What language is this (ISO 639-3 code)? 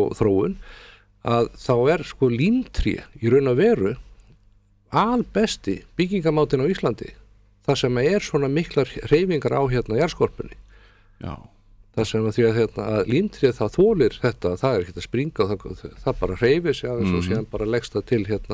isl